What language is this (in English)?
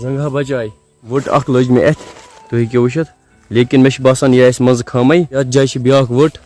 Kashmiri